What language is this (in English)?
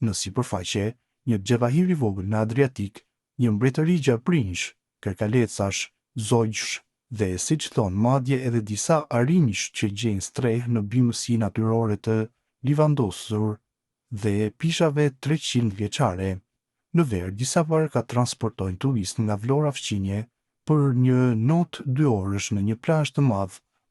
Albanian